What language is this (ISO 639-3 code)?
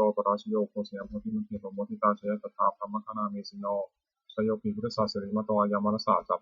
pli